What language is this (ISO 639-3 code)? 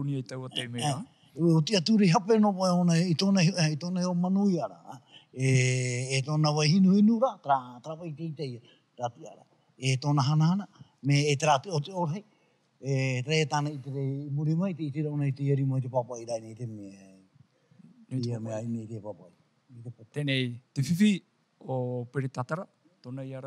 tah